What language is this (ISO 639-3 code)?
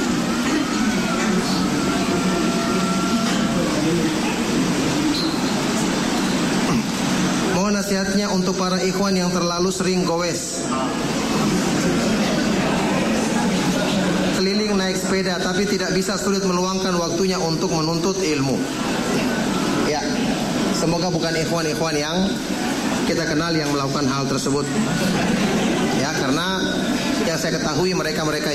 ind